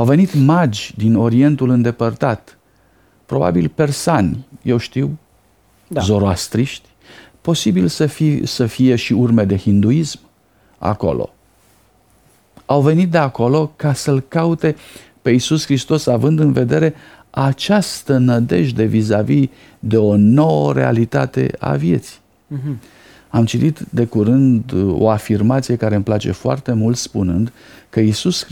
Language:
Romanian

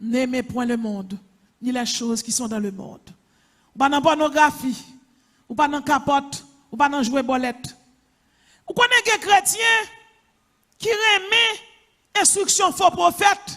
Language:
Haitian Creole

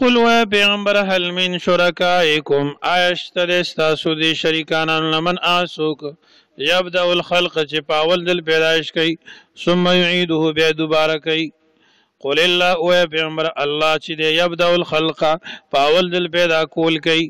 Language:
Pashto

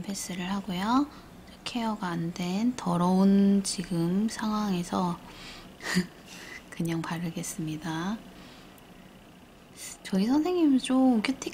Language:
Korean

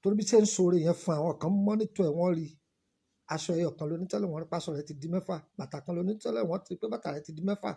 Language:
Yoruba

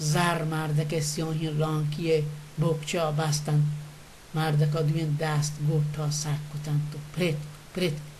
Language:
Baluchi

